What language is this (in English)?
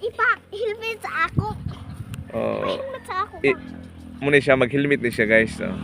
Cebuano